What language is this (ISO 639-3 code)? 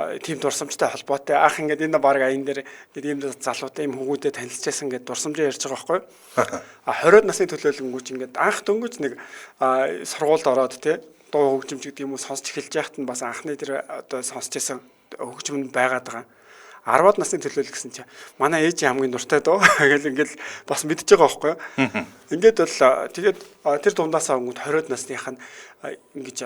mon